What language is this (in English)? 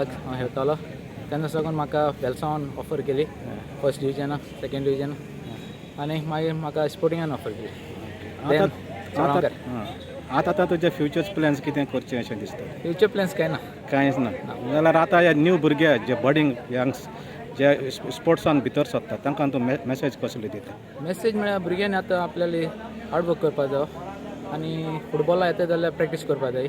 Konkani